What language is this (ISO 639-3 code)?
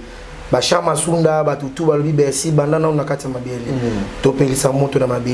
lin